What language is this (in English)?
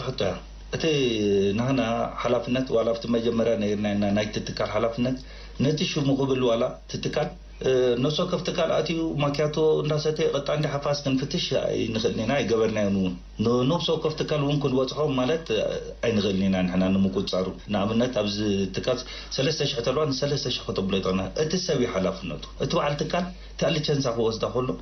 Tigrinya